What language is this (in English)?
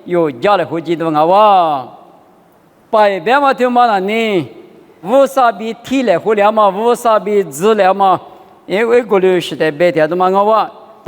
Lisu